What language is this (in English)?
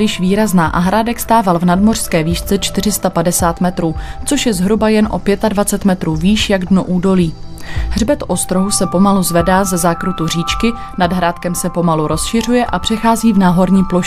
Czech